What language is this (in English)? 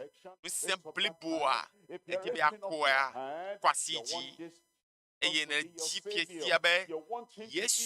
Ewe